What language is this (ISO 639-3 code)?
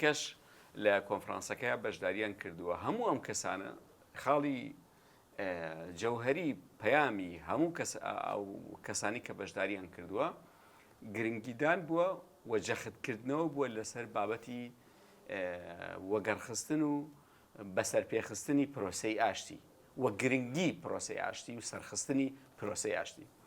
ckb